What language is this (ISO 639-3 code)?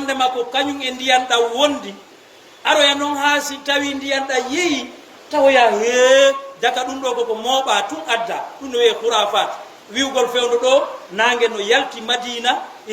ful